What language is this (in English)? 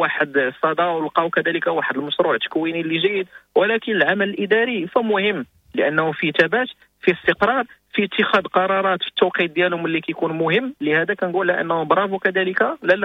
Moroccan Arabic